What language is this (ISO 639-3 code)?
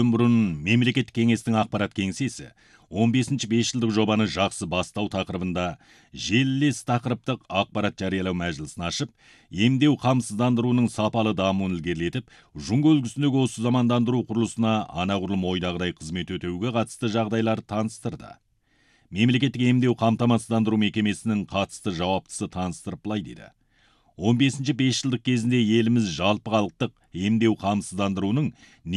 kaz